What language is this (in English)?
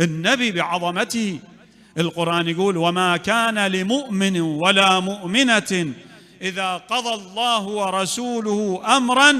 Mesopotamian Arabic